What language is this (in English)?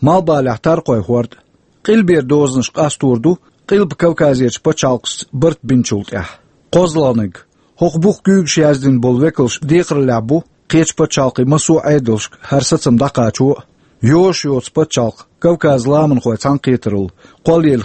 Chechen